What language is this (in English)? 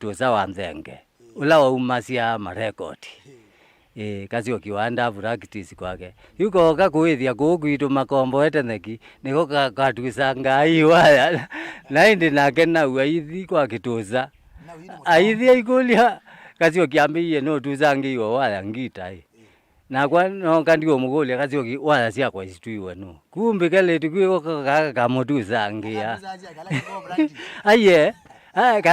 Kamba